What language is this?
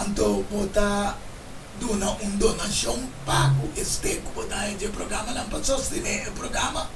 Papiamento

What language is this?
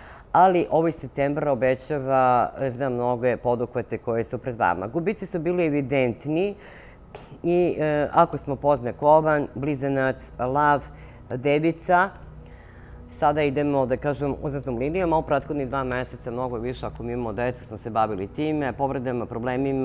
Serbian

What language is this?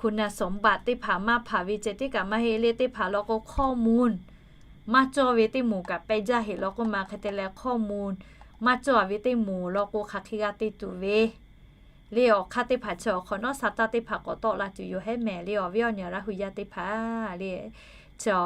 Lahu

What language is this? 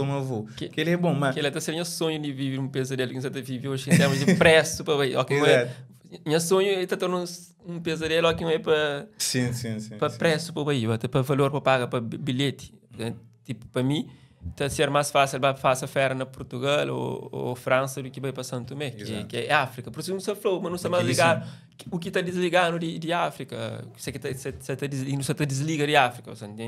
Kabuverdianu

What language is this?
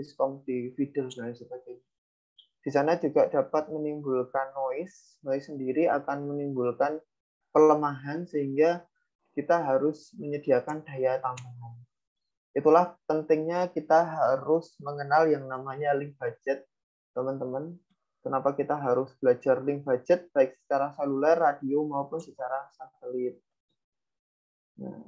Indonesian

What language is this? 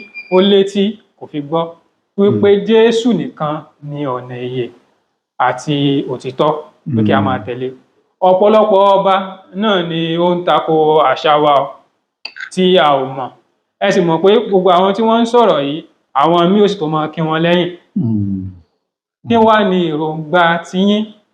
Yoruba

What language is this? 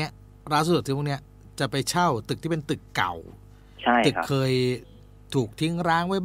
Thai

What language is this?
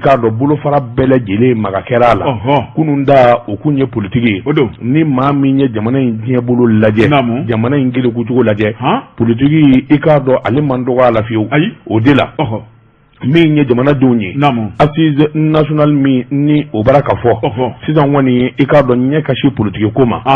Bambara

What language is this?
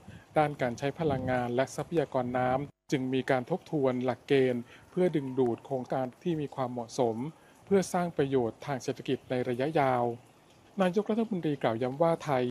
Thai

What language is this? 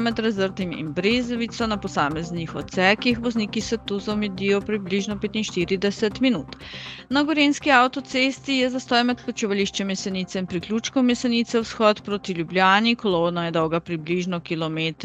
Slovenian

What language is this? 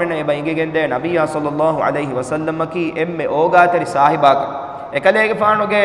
Divehi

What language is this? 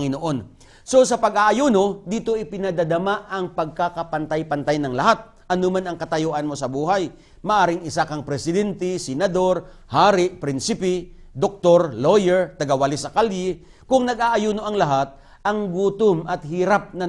Filipino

